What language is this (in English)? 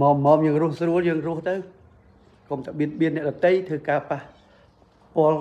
Khmer